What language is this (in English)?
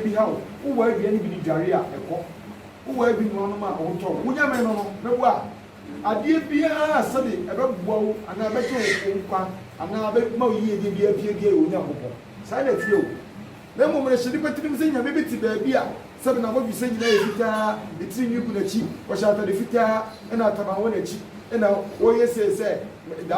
Akan